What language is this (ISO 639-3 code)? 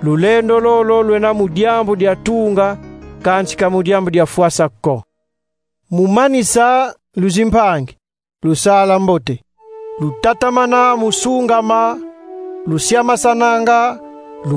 kon